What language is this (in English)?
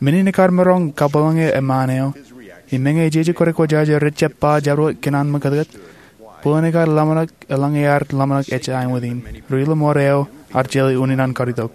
Marshallese